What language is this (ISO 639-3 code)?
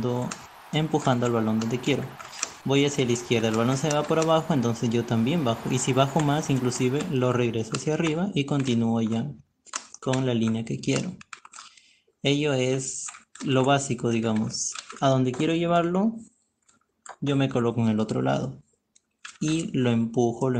spa